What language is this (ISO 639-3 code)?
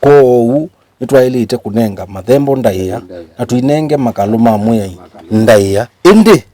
kam